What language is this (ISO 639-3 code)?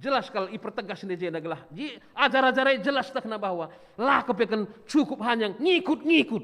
btx